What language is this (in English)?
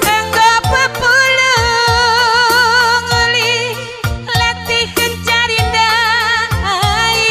Batak Karo